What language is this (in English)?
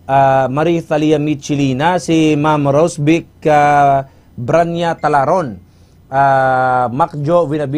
Hiligaynon